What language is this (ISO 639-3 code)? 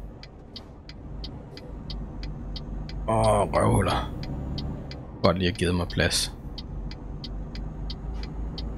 dan